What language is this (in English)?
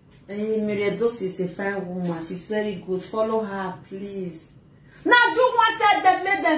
Nigerian Pidgin